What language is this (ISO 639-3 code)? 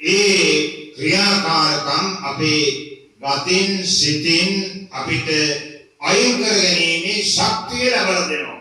sin